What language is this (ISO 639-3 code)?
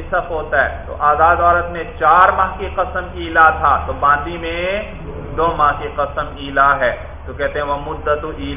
urd